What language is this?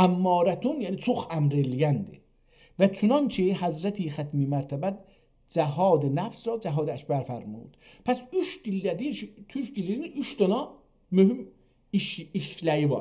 South Azerbaijani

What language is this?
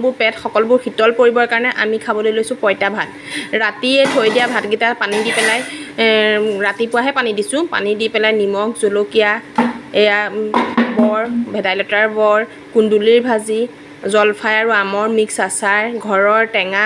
Assamese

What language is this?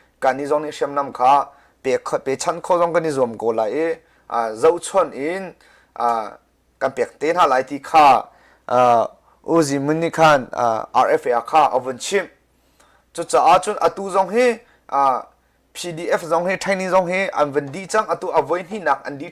Hakha Chin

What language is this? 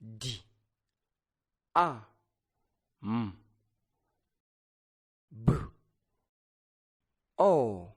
Nyanja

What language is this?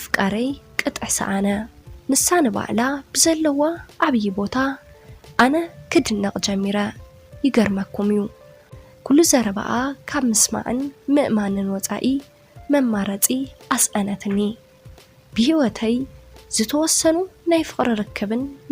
Tigrinya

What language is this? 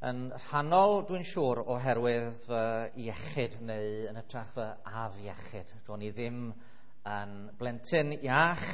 Welsh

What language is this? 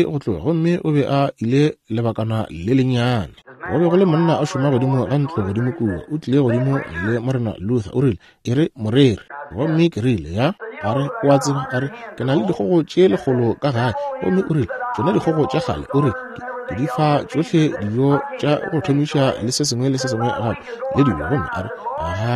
Northern Sotho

